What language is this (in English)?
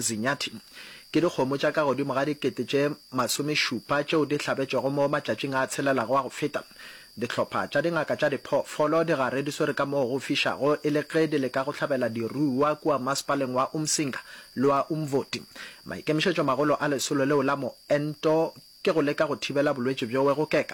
Northern Sotho